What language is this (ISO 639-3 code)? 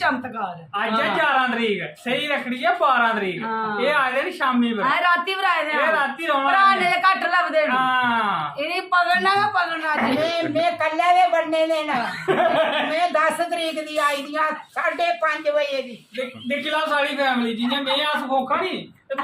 doi